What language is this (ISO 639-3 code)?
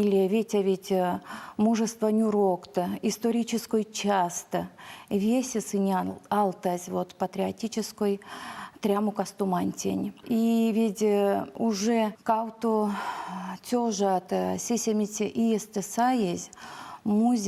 myv